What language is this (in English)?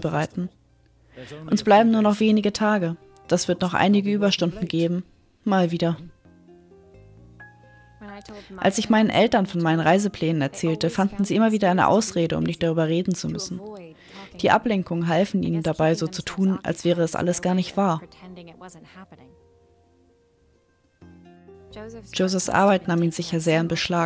German